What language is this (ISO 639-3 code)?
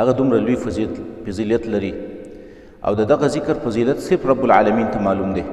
pus